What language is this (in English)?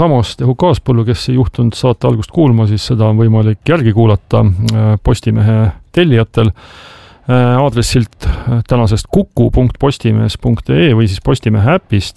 Estonian